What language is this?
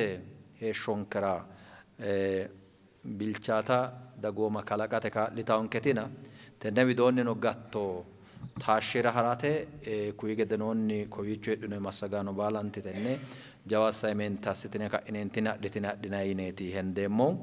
Sidamo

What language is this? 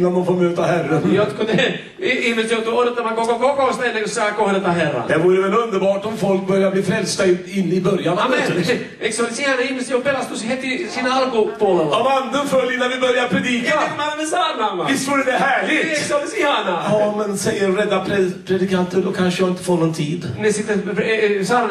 Swedish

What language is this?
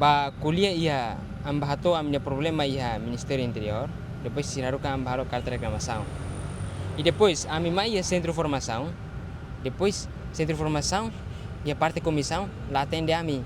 Tetum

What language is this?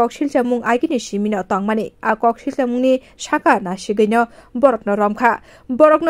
Kok Borok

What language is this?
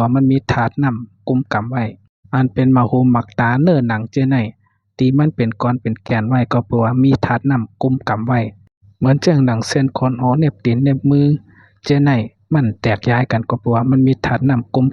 Shan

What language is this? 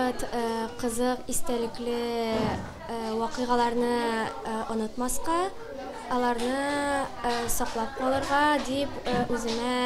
Tatar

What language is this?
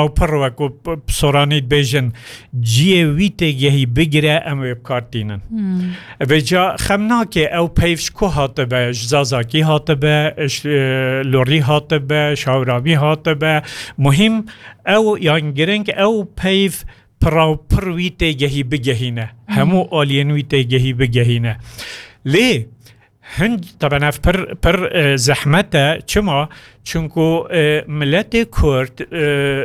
Kurdish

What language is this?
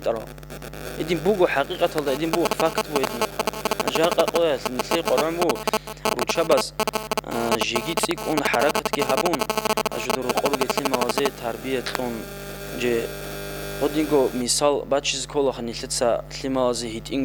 Avaric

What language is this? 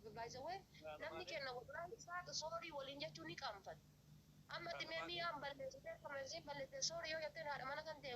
Oromo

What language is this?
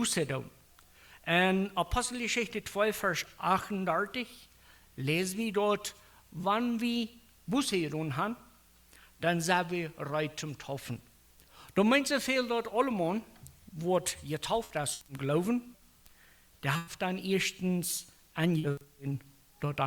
Plautdietsch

